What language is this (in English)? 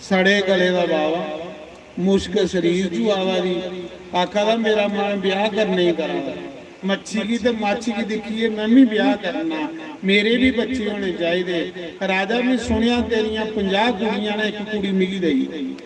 Dogri